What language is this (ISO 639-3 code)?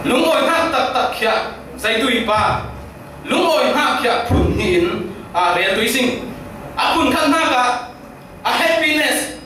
cfm